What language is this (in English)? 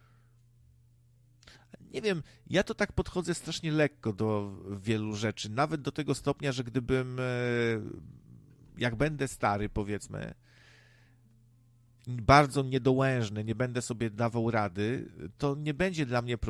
Polish